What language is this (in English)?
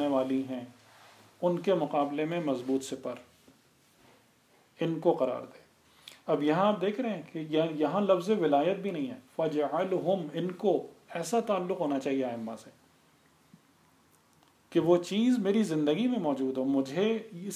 Urdu